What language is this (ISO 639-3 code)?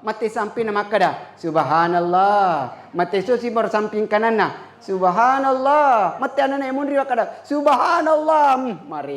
bug